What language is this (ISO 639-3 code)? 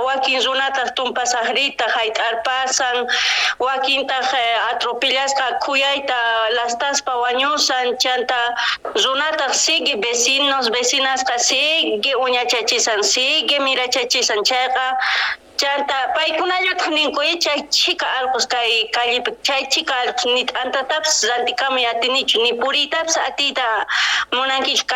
quh